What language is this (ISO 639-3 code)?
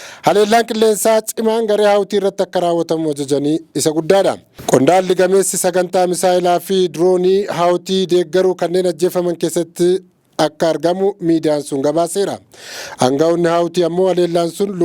orm